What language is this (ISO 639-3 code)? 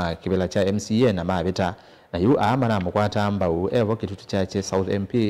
kam